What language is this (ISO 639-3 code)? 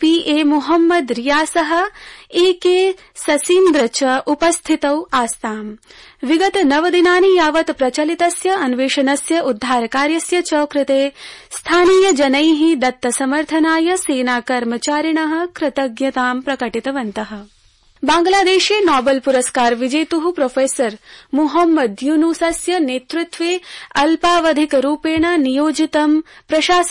san